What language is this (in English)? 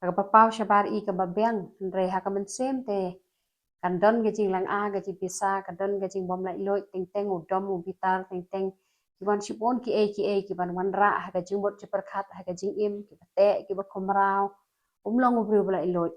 Khasi